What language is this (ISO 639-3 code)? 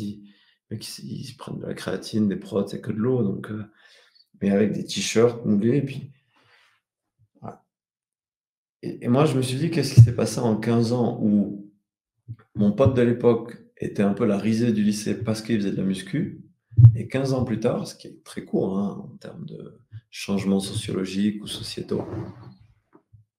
fra